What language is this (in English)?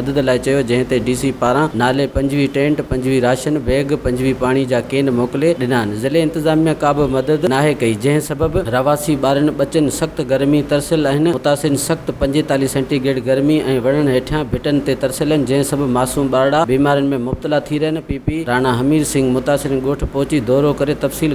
Sindhi